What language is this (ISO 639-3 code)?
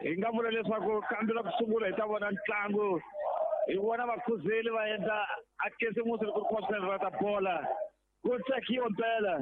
tso